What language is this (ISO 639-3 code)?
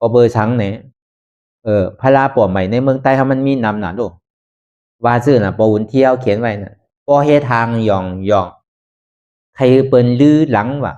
shn